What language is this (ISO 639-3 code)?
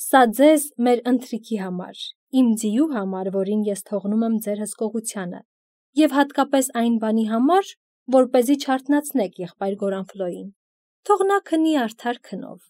hye